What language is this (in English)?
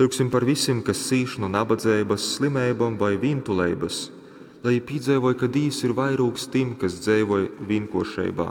Latgalian